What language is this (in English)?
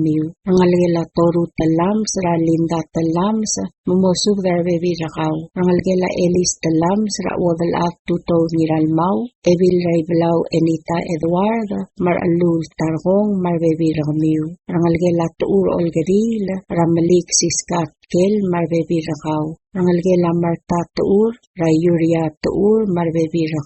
Palauan